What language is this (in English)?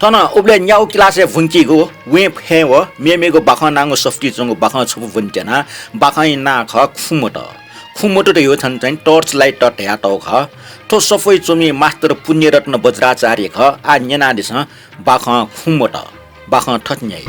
Newari